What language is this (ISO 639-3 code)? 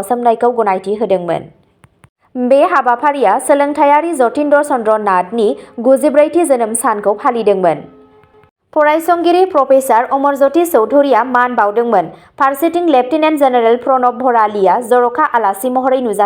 brx